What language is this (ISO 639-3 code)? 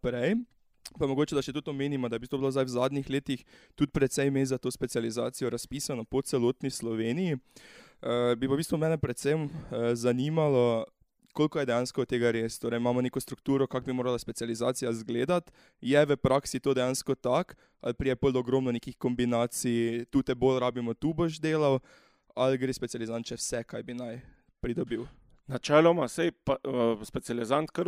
slv